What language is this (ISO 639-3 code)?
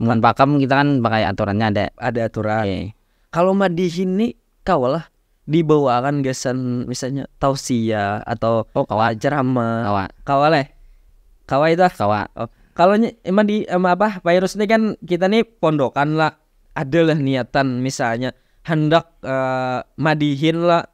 bjn